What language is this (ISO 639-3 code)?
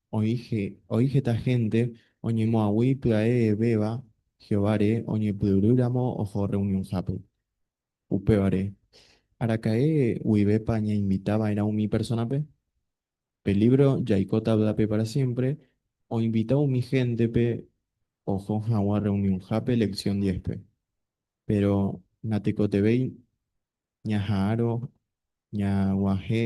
grn